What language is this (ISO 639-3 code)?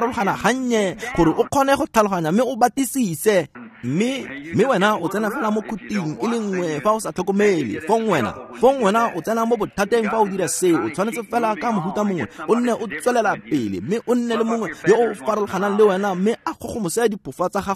tsn